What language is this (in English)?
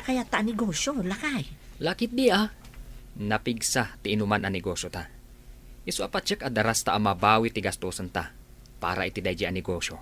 Iloko